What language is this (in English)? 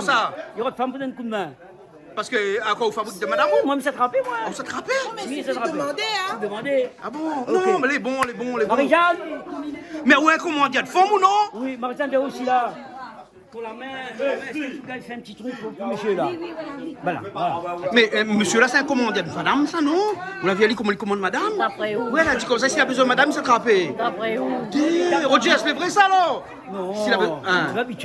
Réunion Creole French